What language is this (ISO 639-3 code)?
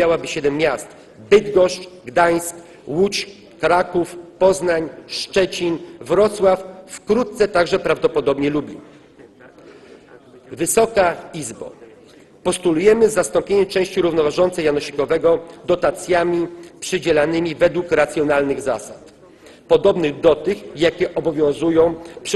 pol